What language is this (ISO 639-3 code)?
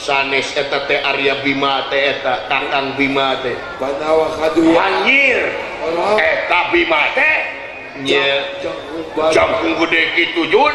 sun